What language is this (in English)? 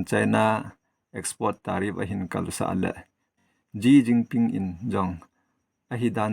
Thado Chin